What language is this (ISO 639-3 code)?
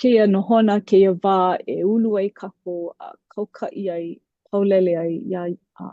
haw